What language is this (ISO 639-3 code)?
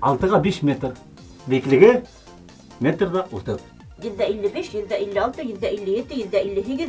bak